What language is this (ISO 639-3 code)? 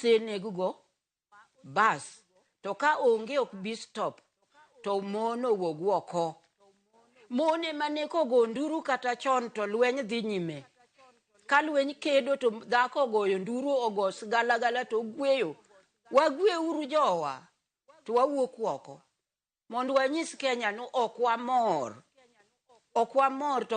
luo